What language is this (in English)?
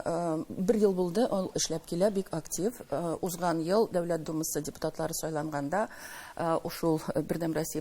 Tatar